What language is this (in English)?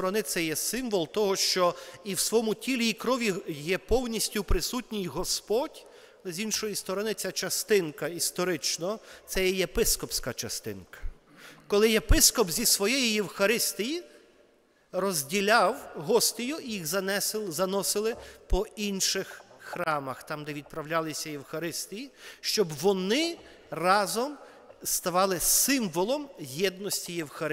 Ukrainian